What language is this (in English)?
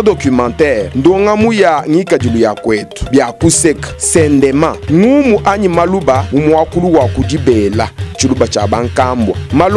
Luba-Lulua